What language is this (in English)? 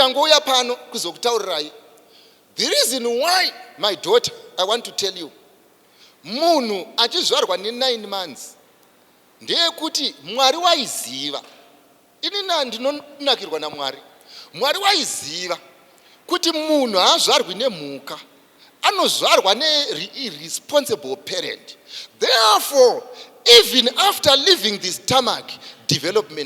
Shona